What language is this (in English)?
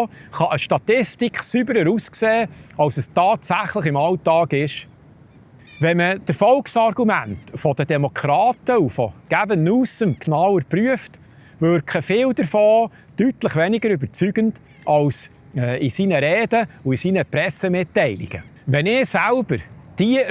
Swiss German